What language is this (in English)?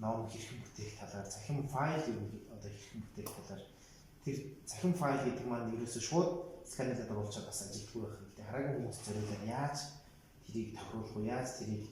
Mongolian